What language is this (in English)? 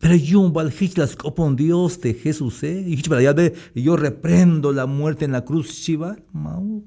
Tzeltal